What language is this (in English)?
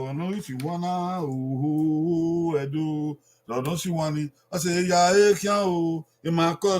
Bini